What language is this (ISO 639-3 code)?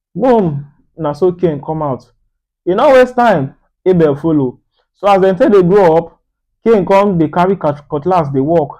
pcm